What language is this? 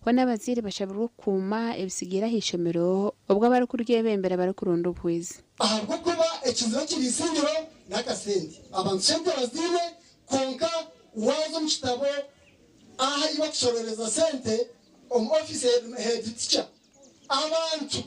Nyankole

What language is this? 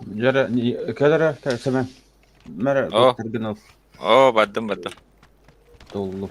Yakut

